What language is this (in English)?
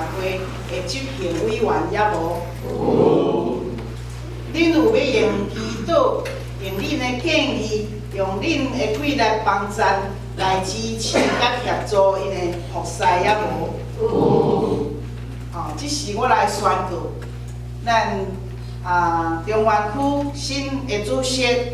Min Nan Chinese